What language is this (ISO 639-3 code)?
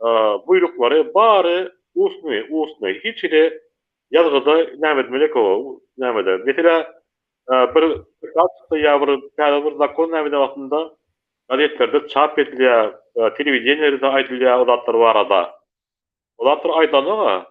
tuk